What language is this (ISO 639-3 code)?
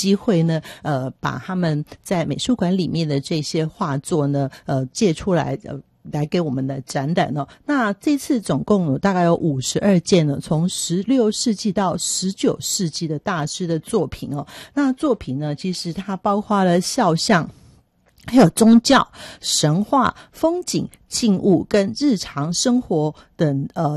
zho